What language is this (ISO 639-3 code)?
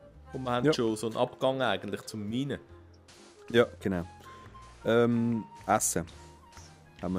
gsw